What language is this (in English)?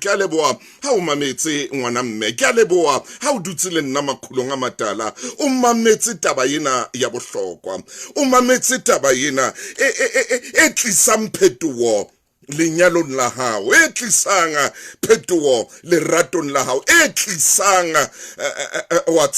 Southern Sotho